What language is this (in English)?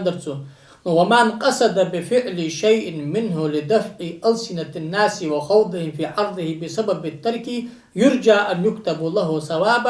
Ingush